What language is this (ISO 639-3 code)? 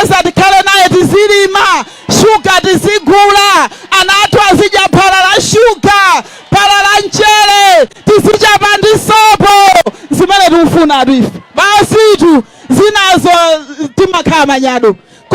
nya